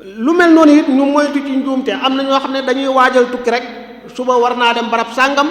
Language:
Wolof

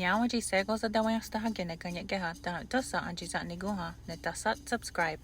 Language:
Mohawk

